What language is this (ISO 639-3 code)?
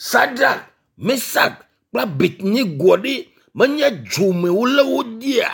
ewe